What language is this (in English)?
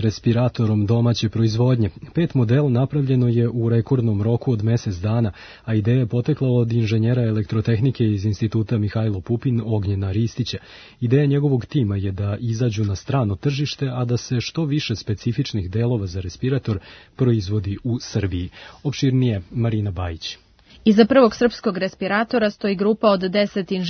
Serbian